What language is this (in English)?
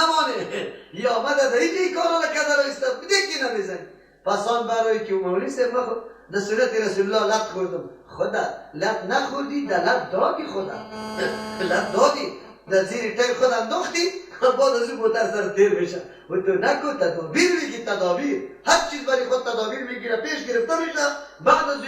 Persian